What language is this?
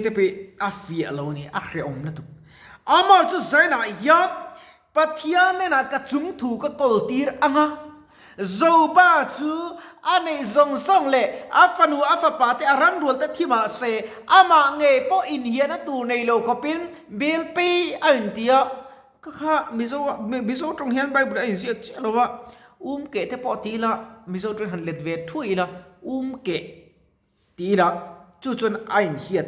Mizo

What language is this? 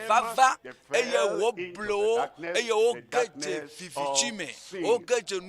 Ewe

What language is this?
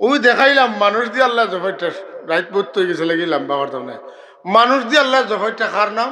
Sylheti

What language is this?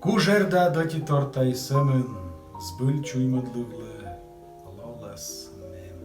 Komi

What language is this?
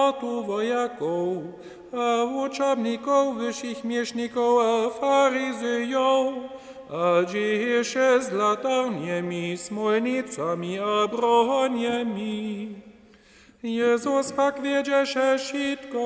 Upper Sorbian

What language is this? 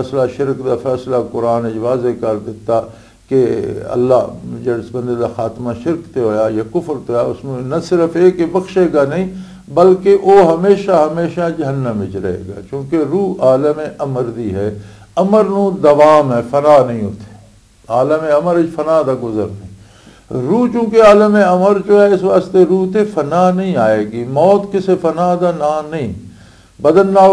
Western Panjabi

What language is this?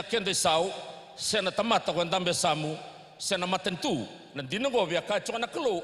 Fijian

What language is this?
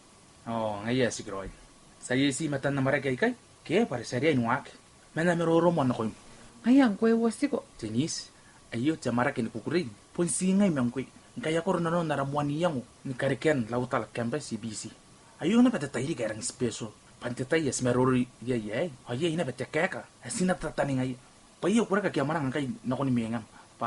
Gilbertese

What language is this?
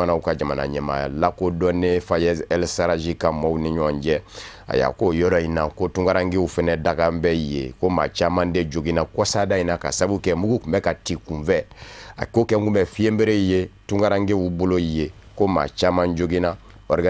Bambara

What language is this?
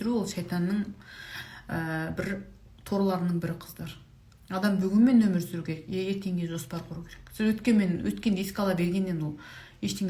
Kazakh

